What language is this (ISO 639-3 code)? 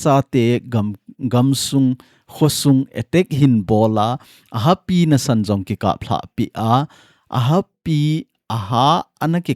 tcz